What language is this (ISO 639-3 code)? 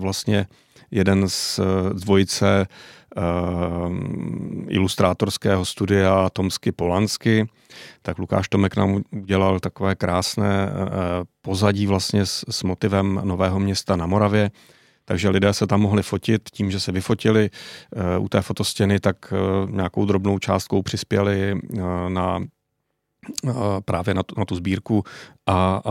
ces